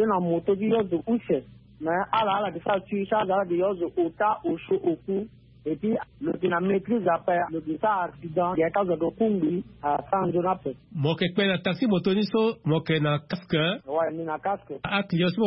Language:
Sango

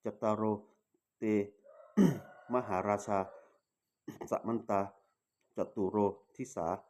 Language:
Pali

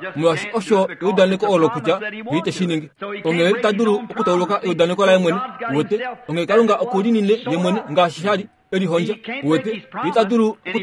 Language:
Kuanyama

